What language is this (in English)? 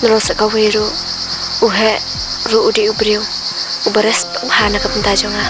Khasi